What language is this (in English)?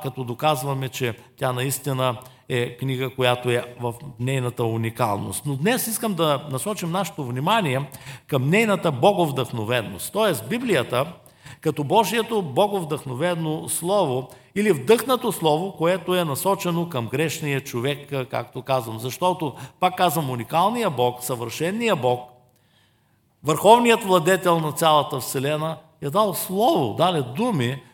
Bulgarian